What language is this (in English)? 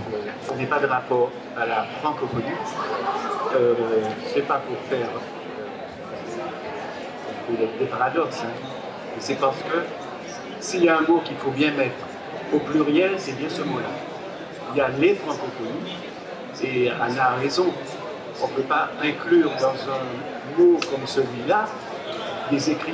French